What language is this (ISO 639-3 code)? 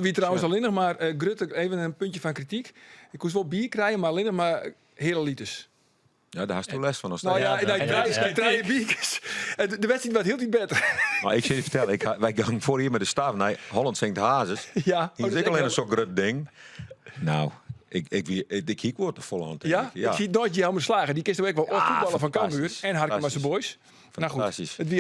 fry